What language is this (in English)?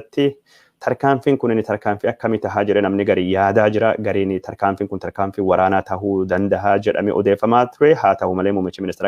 Oromo